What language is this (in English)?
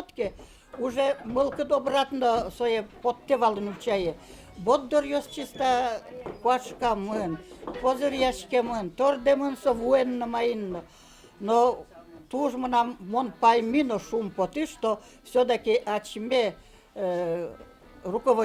Udmurt